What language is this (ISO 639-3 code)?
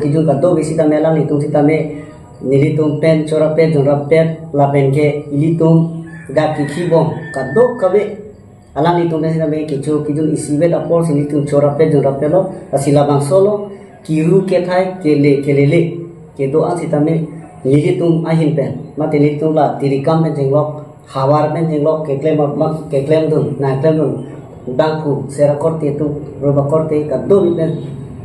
mjw